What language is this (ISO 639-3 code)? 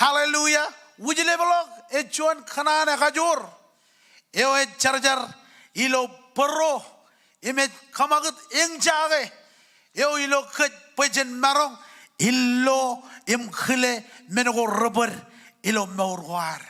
mah